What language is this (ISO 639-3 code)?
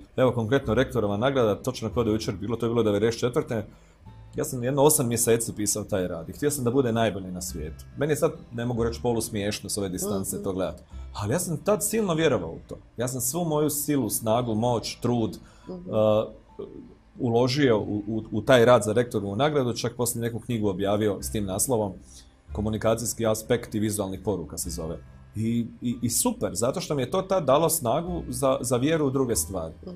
hrv